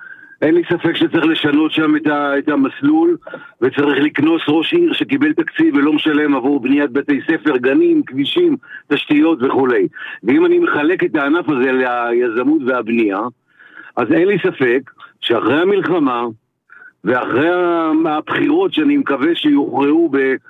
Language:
Hebrew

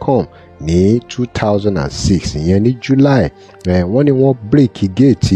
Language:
Yoruba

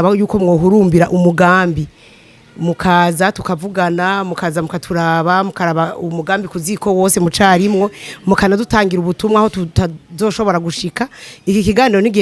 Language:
Rundi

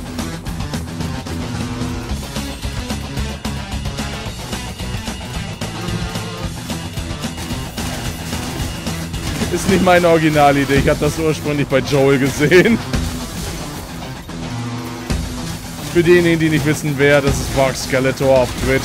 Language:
German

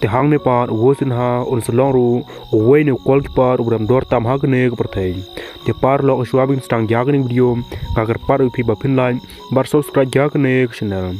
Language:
Khasi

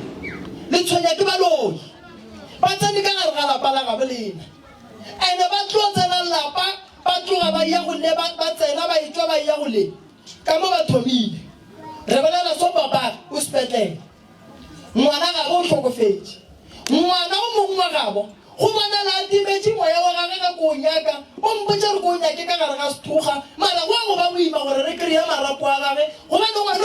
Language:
Northern Sotho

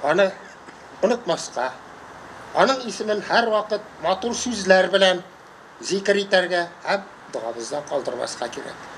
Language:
Tatar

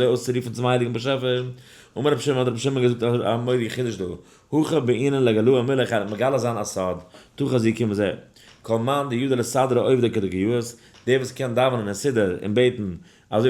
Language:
Yiddish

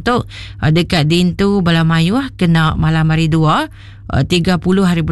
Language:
Iban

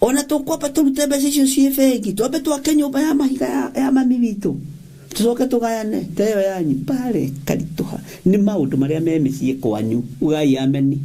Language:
Kikuyu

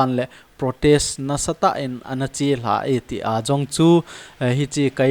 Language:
Thado Chin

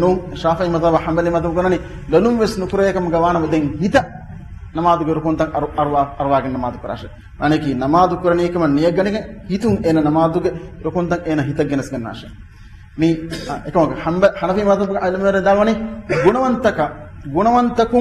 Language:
Divehi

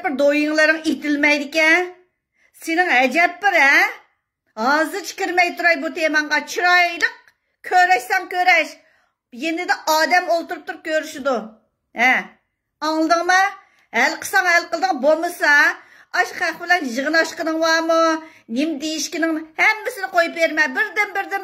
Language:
Uyghur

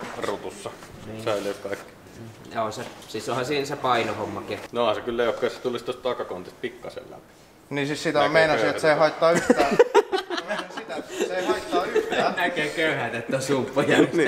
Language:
Finnish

